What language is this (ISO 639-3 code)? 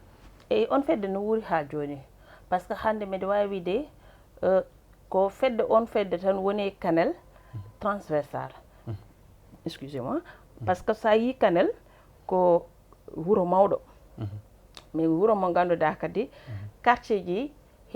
ful